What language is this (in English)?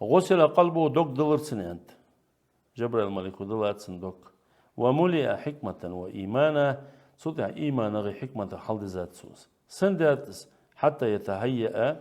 Ingush